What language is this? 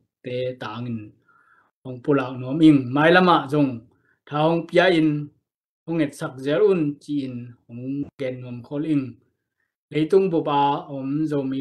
Tedim Chin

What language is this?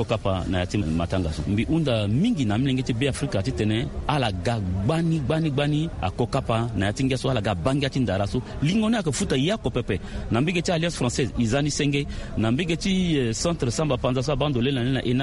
Sango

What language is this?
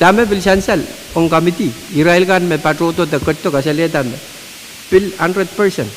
Pohnpeian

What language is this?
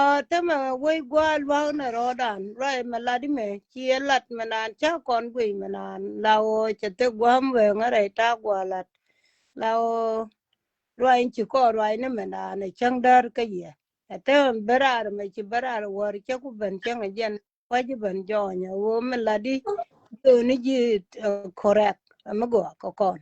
Nuer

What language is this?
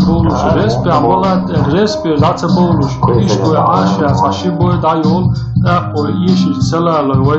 Chechen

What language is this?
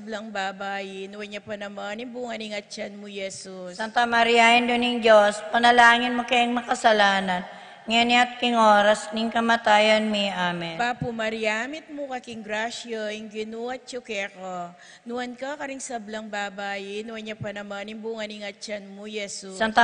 Pampanga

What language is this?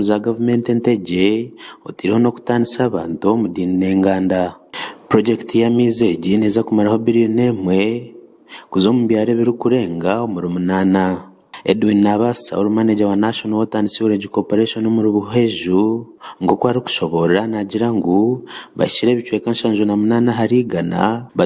Nyankole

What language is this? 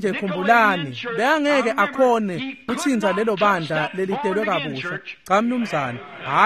Swati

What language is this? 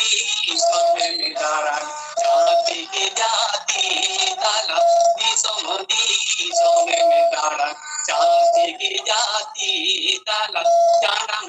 Santali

